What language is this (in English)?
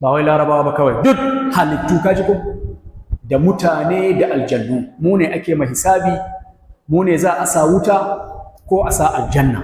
Hausa